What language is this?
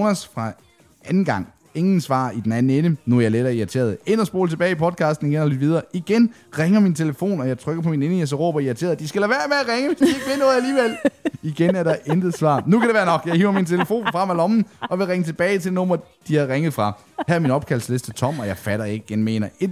Danish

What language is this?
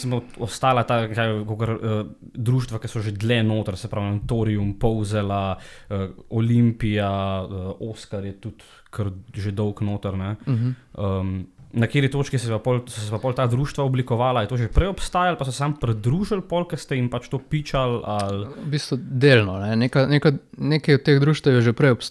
Slovenian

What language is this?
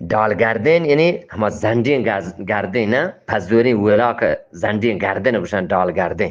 Eastern Balochi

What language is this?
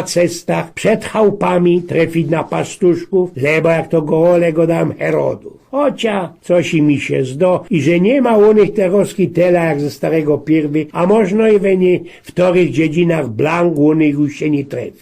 Silesian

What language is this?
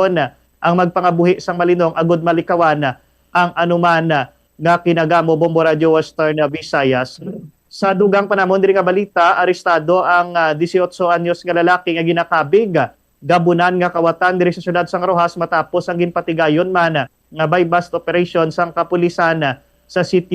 Hiligaynon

